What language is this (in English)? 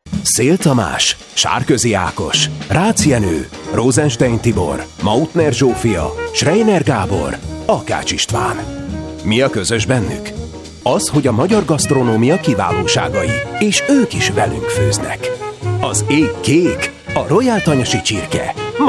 Hungarian